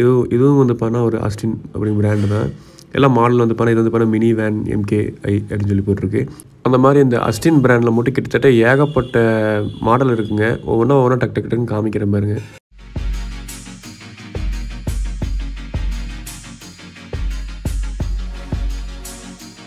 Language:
Tamil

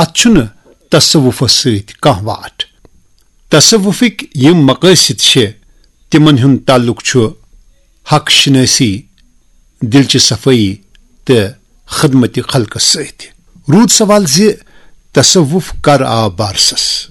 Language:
Kashmiri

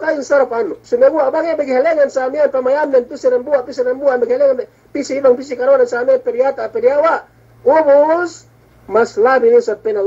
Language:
Yakan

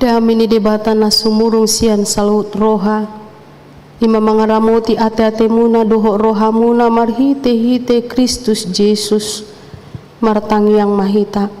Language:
Batak Toba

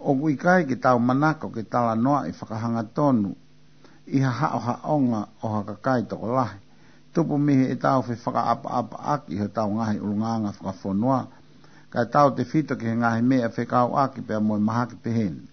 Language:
Tongan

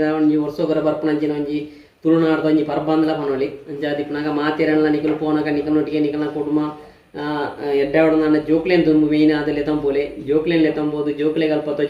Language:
Tulu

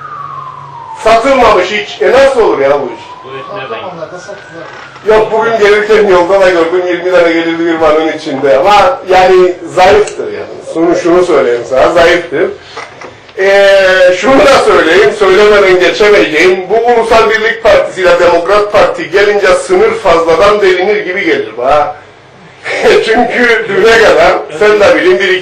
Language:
Turkish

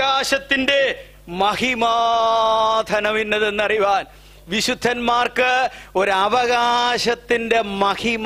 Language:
Malayalam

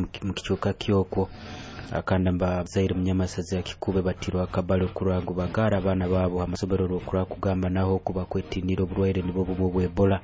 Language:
Nyoro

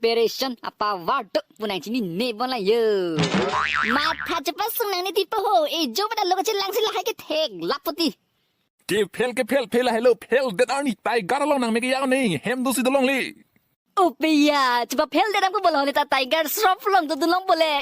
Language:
Karbi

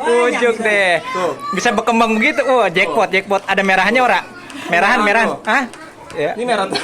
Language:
Betawi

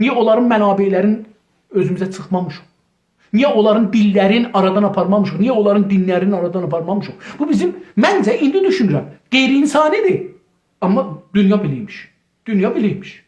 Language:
South Azerbaijani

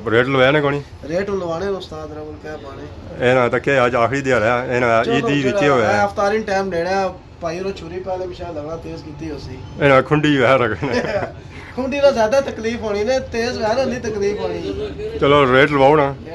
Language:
Pahari-Potwari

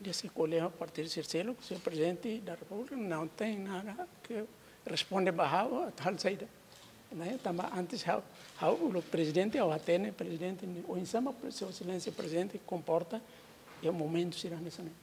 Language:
Tetum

